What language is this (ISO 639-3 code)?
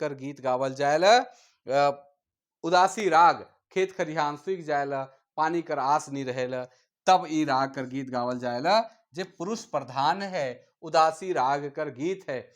sck